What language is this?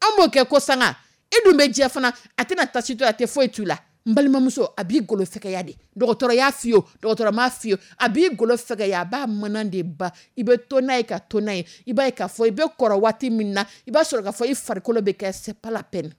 Dyula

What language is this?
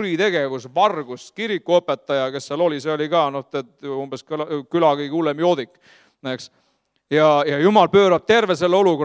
Estonian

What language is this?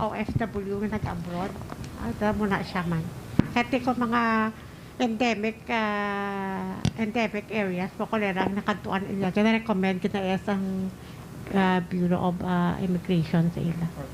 Hiligaynon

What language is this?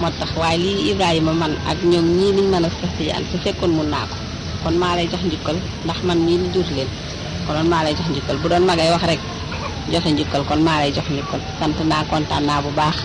Wolof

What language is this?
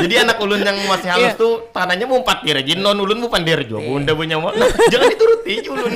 Banjar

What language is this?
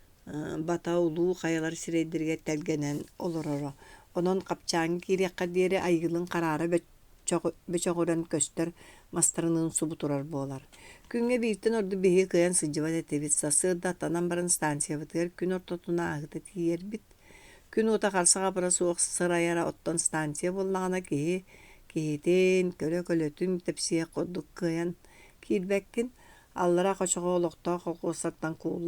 Yakut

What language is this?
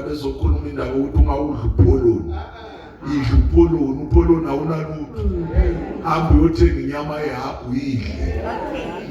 Zulu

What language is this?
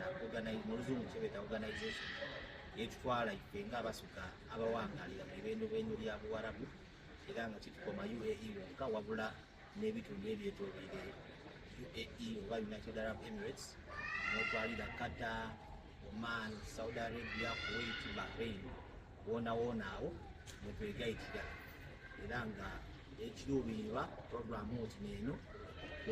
Soga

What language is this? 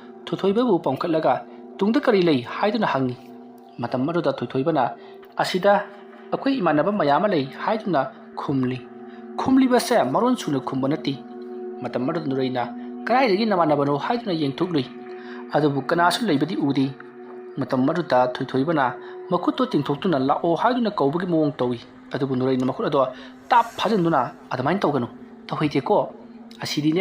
Manipuri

